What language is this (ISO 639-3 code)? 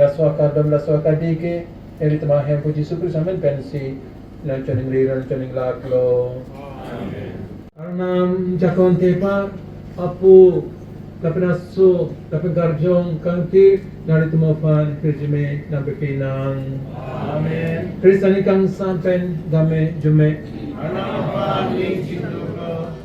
mjw